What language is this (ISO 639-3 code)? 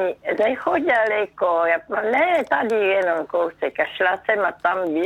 ces